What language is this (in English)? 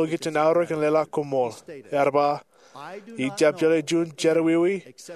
Marshallese